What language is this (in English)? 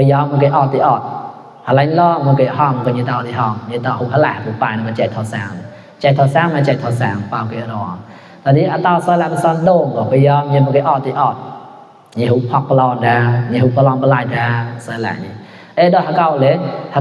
Mon